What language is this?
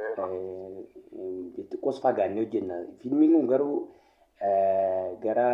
Oromo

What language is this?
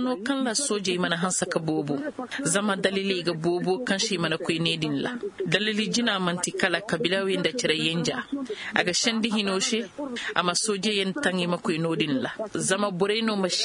Koyraboro Senni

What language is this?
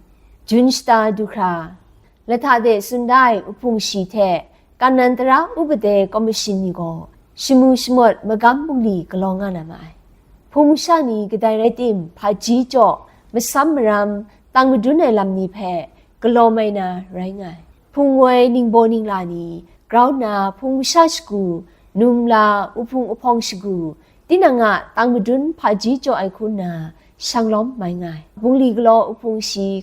Kachin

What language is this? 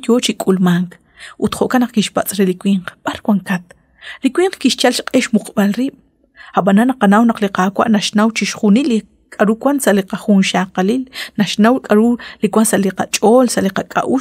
Kekchí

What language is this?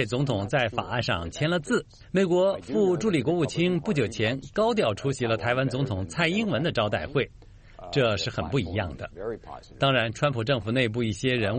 Chinese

